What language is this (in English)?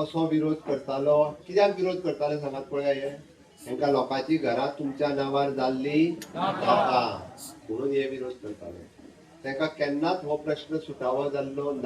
Konkani